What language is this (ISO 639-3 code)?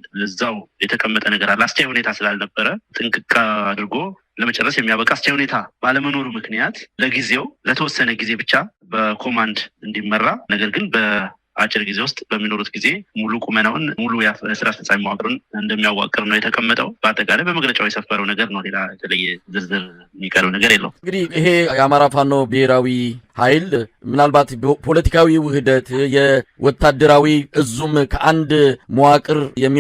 amh